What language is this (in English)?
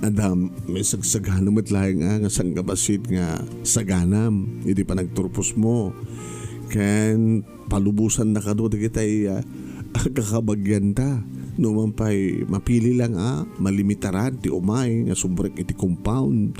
Iloko